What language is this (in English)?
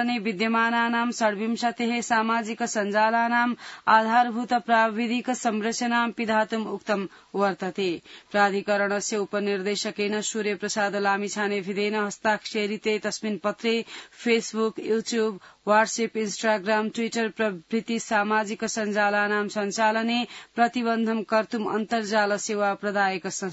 Sanskrit